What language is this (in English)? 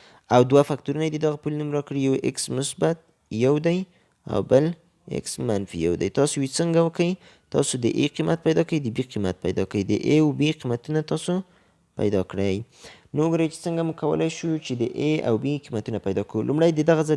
Pashto